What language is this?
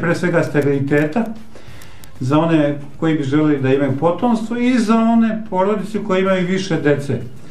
Serbian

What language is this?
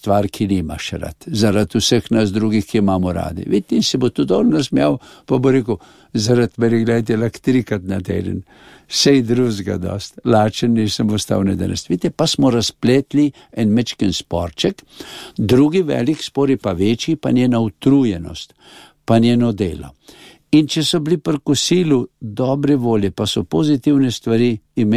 Slovenian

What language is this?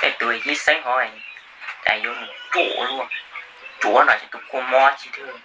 Hmong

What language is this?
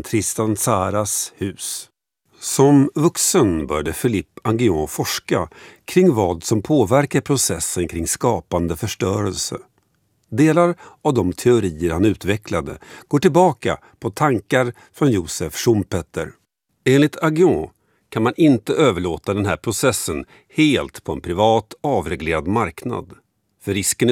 Swedish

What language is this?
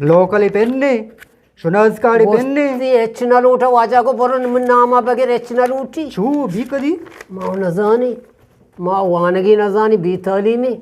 Eastern Balochi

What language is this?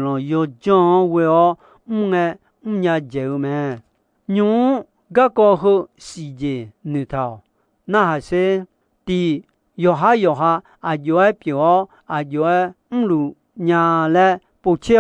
Akha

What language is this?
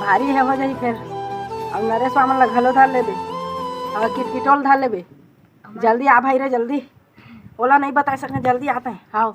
Chhattisgarhi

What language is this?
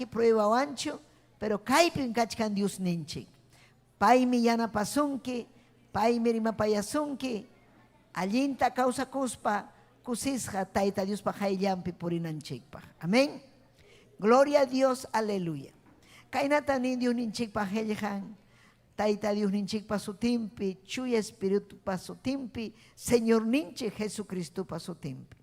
Ayacucho Quechua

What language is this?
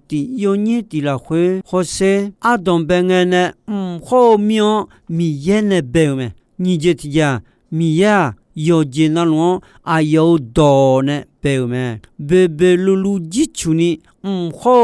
Akha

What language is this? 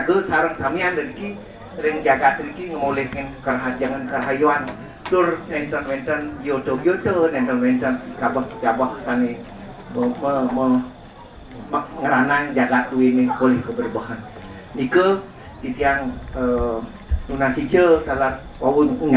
Balinese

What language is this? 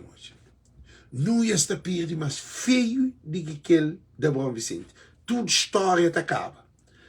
Kabuverdianu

